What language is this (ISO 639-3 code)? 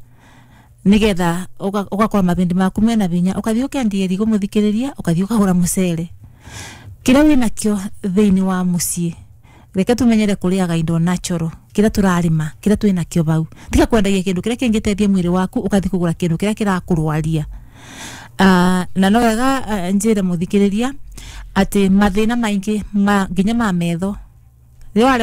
kik